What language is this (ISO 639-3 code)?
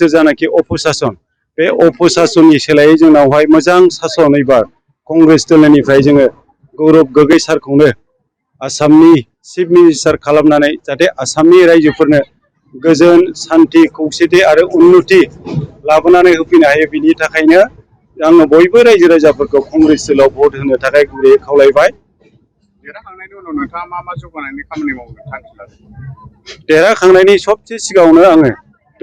brx